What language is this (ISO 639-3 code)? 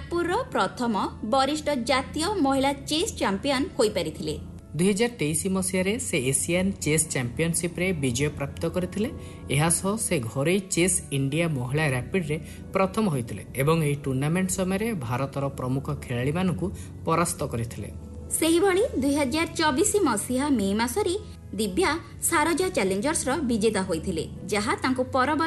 ori